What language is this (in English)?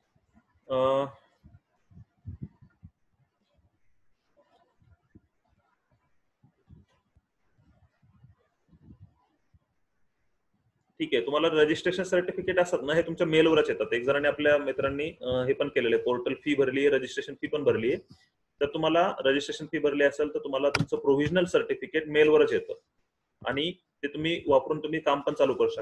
Marathi